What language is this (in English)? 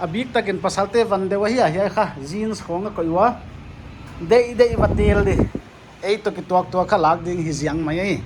Paite Chin